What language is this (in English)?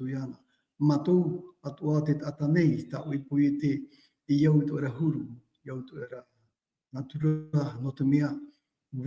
Tahitian